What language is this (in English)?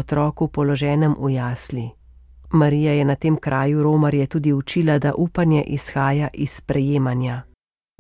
Slovenian